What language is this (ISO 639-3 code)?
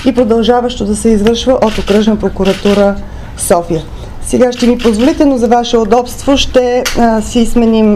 bul